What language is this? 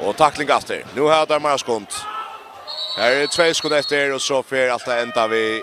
Faroese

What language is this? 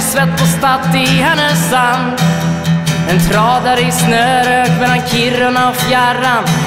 Swedish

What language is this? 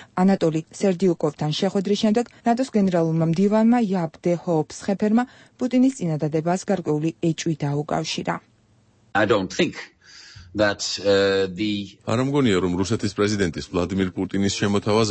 Georgian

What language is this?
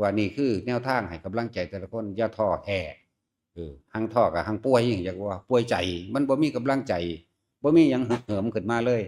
Northeastern Thai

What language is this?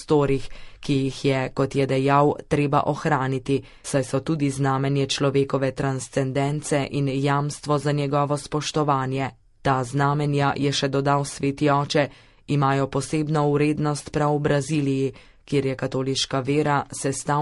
Slovenian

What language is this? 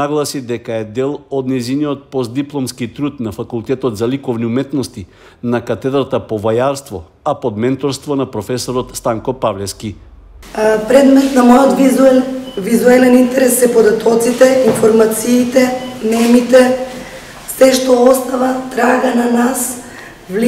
Macedonian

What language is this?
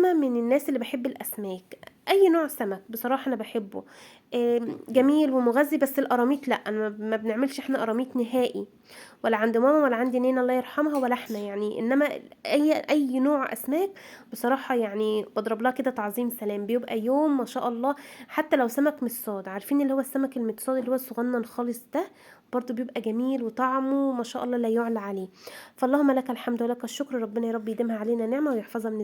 Egyptian Arabic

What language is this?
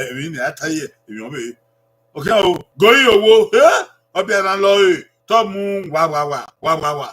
Bini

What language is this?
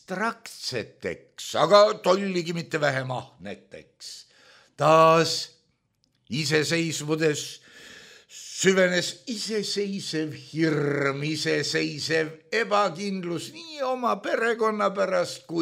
Estonian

